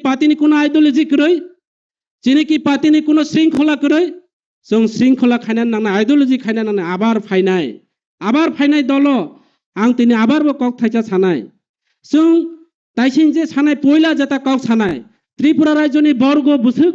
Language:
Kok Borok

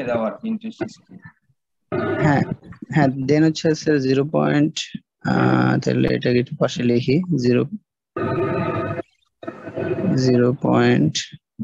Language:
Bangla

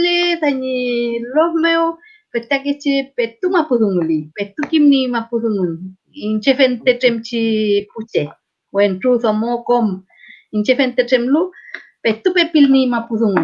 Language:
Mapuche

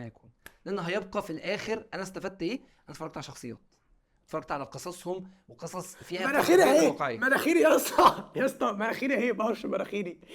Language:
Egyptian Arabic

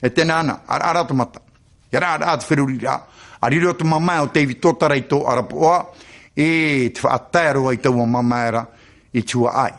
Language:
Tahitian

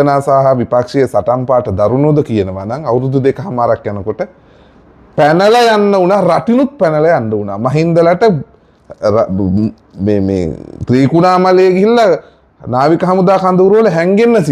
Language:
Sinhala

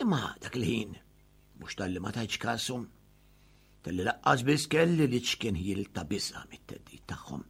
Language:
Maltese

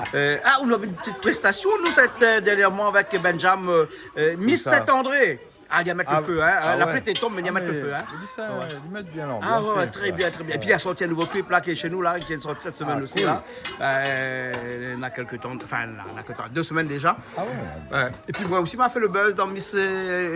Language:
Réunion Creole French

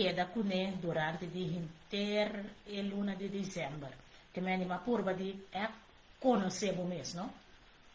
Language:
Papiamento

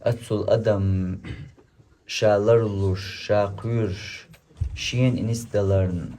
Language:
Chechen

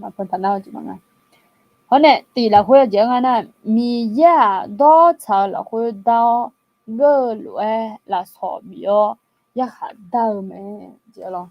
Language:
Akha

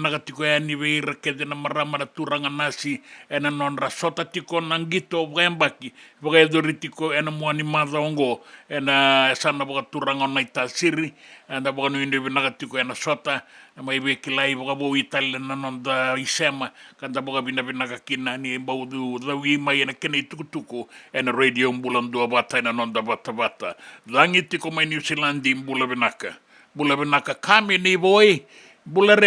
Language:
Fijian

